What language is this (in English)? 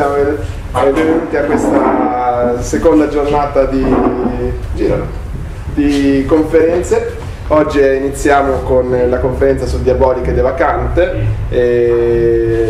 Italian